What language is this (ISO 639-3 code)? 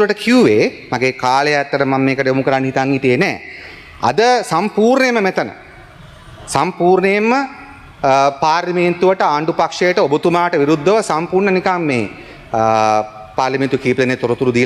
sin